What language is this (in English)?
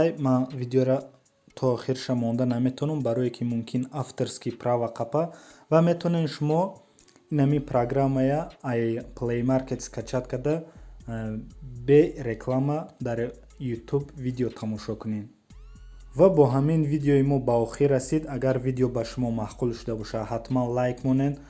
Tajik